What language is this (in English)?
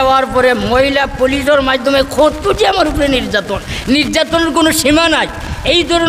Sylheti